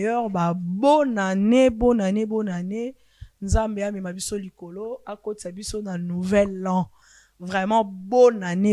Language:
Lingala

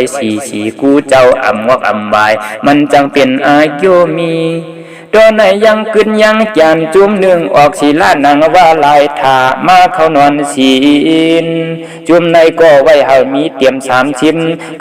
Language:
Shan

